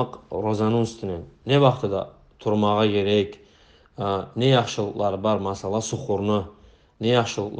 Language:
Kumyk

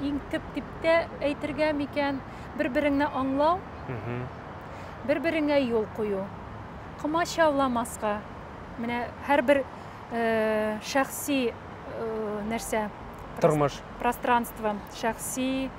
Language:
Tatar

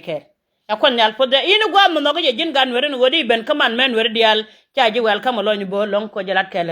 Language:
Nuer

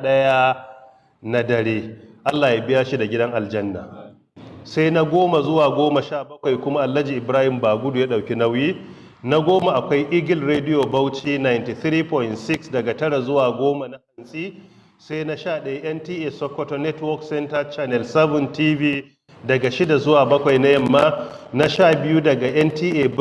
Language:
Hausa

